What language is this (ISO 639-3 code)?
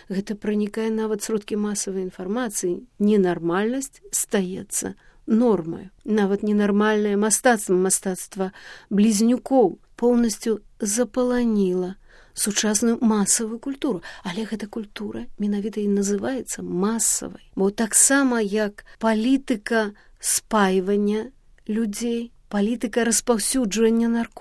bel